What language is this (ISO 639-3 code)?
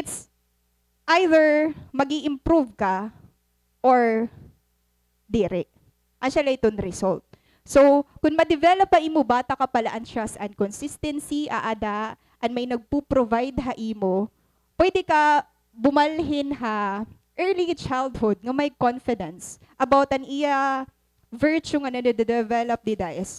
war